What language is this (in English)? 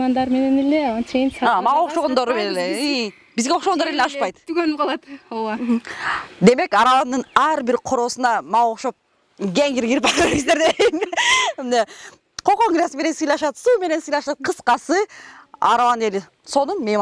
Kyrgyz